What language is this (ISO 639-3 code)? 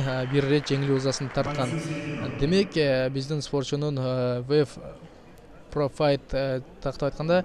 kir